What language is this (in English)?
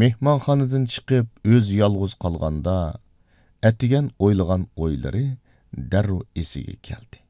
Uyghur